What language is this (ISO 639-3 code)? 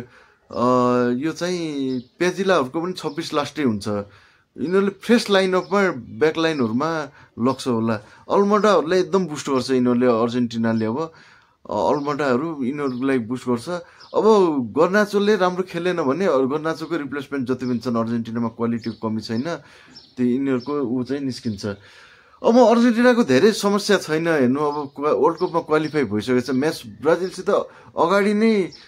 nep